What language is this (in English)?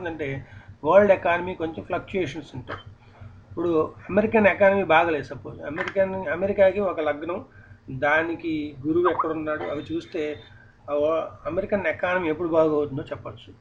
Telugu